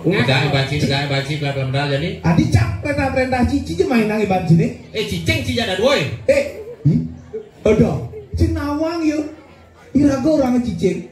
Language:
Balinese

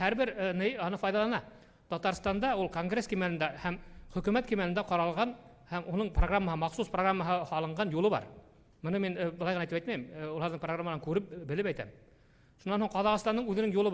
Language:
Bashkir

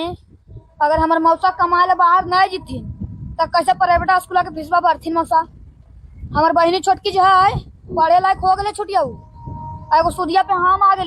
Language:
Magahi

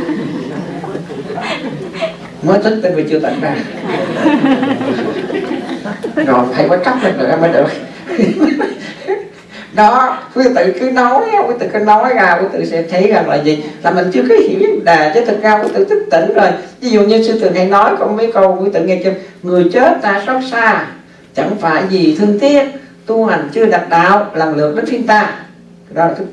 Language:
Vietnamese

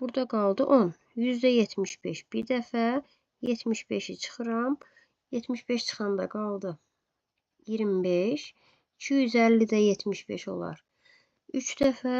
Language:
Azerbaijani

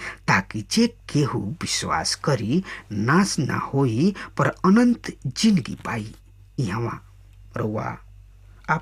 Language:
Bhojpuri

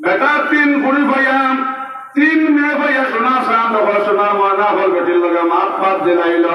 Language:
Sylheti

